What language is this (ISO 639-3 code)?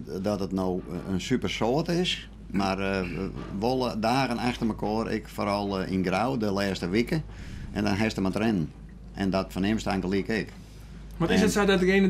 fry